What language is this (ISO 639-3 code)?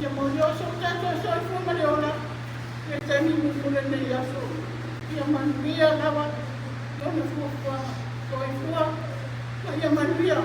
smo